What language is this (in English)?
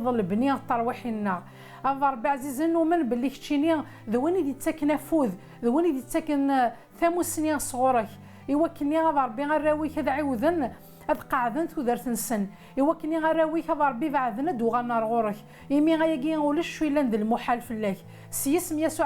Kabyle